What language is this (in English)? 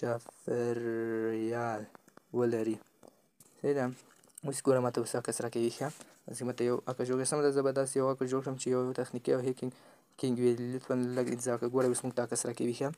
Pashto